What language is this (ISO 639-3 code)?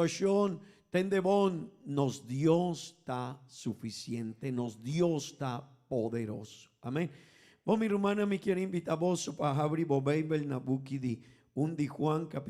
pap